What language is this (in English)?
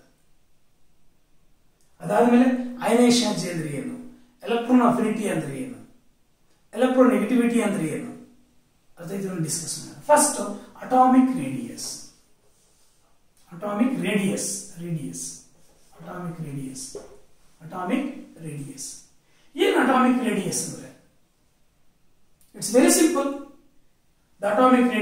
Kannada